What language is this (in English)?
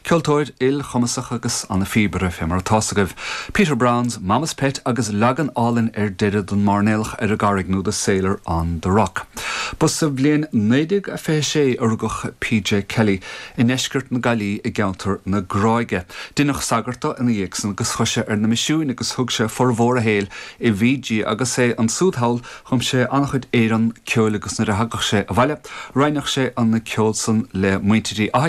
Irish